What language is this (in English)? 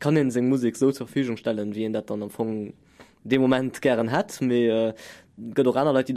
Luxembourgish